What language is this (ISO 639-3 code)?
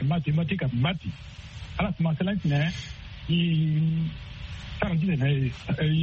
sag